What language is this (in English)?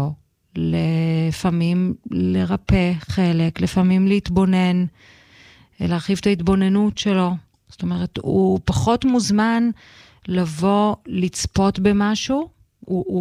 Hebrew